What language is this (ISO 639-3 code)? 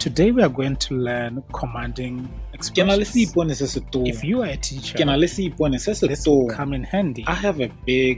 tsn